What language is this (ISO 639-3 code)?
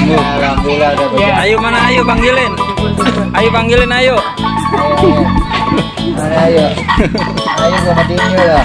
bew